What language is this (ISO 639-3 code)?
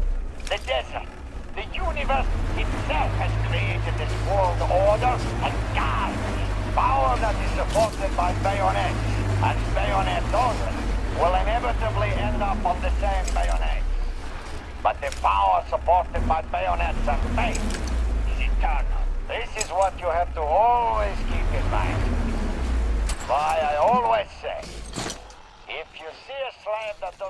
eng